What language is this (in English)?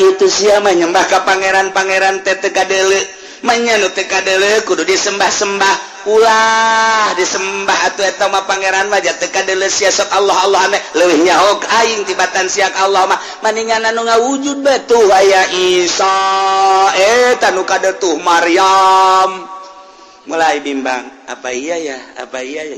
Sundanese